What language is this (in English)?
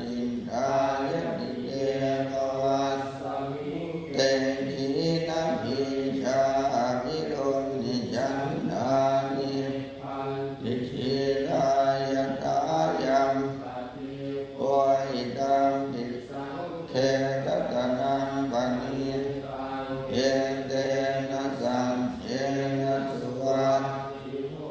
Pali